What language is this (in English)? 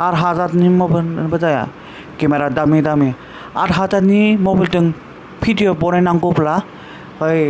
Bodo